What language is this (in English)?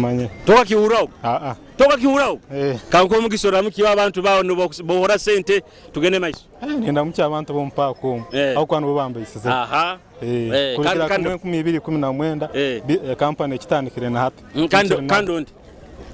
Nyoro